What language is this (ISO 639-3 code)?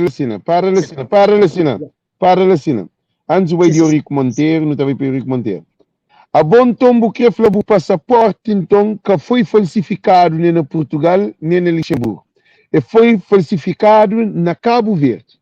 kea